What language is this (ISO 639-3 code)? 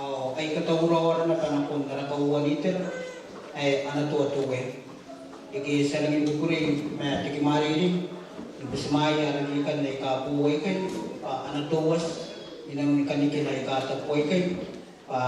gil